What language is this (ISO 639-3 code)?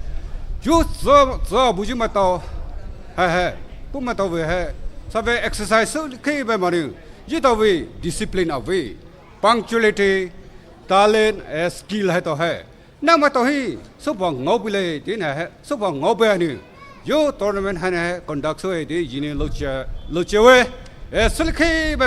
pmx